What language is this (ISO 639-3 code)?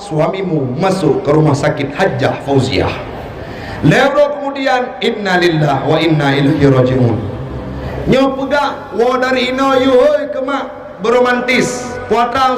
ace